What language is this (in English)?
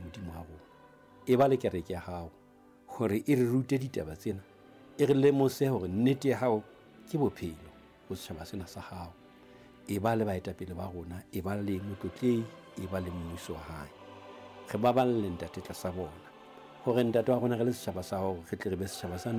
Southern Sotho